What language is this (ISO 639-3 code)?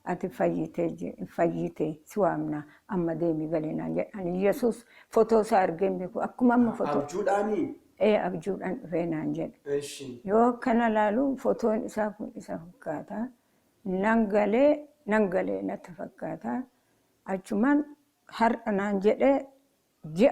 orm